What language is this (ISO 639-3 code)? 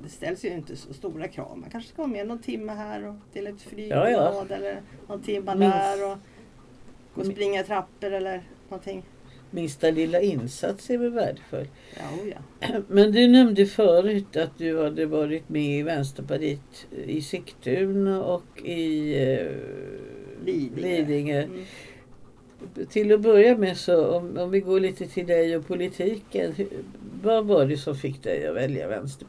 swe